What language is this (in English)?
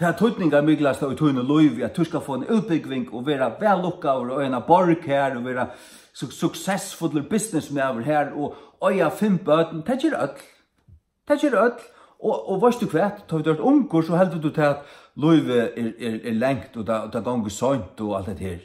Faroese